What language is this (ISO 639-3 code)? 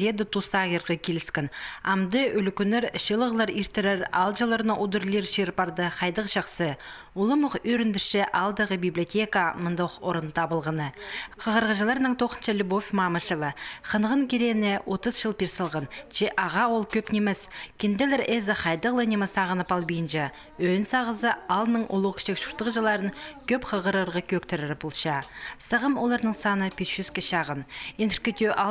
kjh